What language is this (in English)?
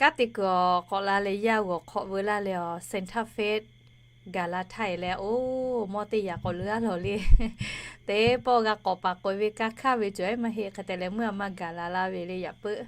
Lahu